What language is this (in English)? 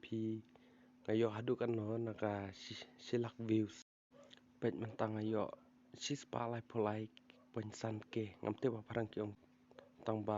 Khasi